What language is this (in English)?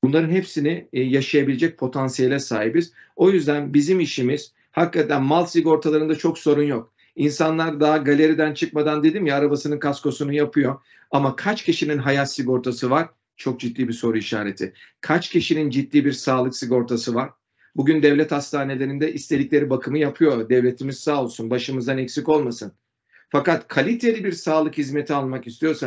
Turkish